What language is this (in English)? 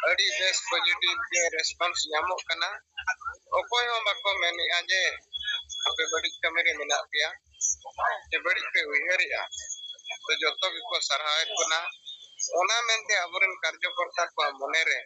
Santali